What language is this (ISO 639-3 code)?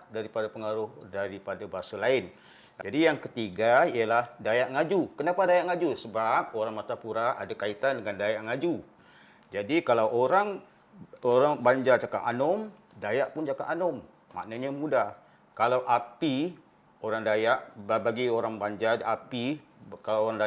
bjn